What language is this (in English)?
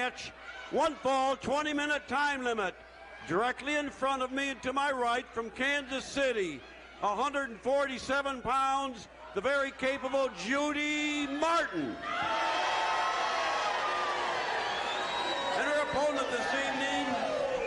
English